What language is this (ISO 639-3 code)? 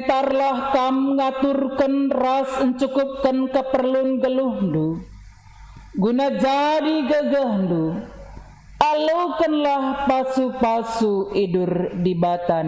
btx